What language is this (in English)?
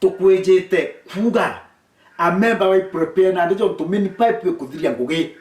Meru